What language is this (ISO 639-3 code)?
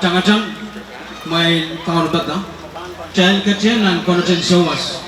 pon